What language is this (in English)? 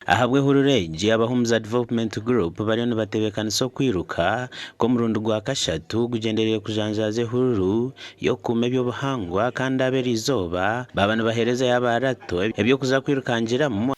Nyankole